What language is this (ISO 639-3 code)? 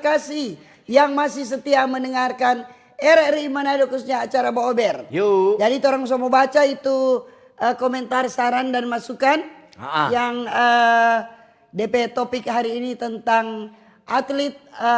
xmm